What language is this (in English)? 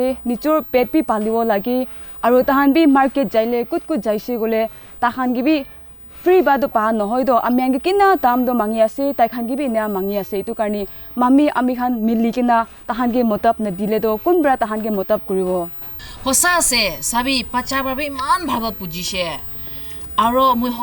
Naga Pidgin